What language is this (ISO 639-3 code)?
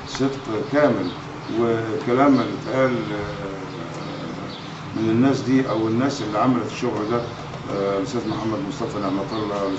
arz